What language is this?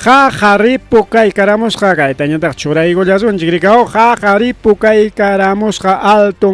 Ayacucho Quechua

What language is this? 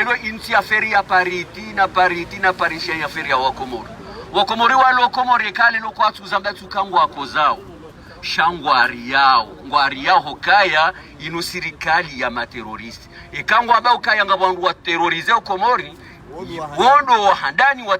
Ngazidja Comorian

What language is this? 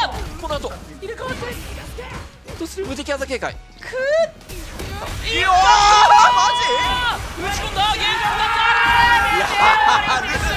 Japanese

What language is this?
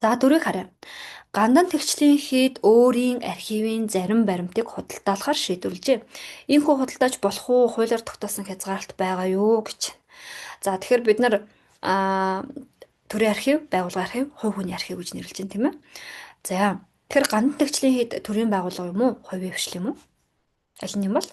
Mongolian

